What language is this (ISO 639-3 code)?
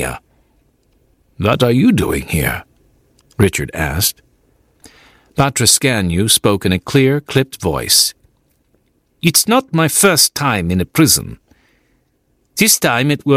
eng